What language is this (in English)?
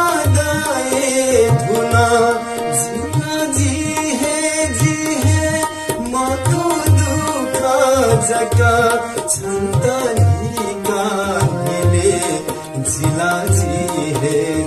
Newari